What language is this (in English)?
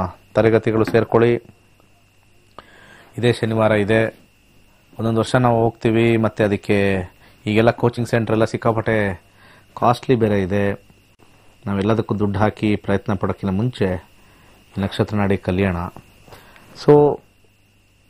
Kannada